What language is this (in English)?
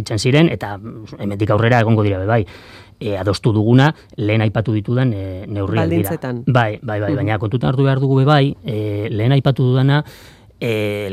Basque